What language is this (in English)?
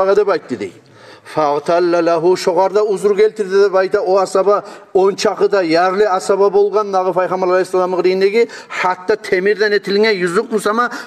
Kumyk